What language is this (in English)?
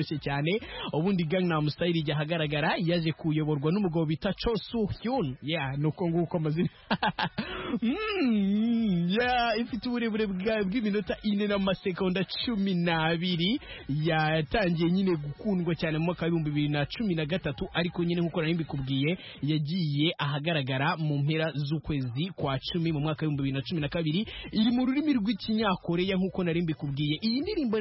Kinyarwanda